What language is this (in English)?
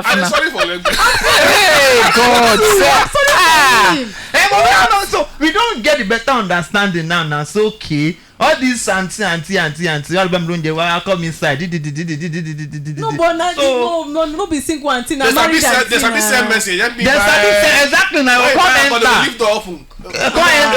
Nigerian Pidgin